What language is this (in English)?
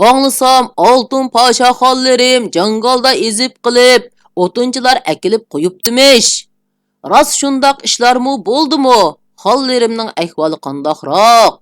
Uyghur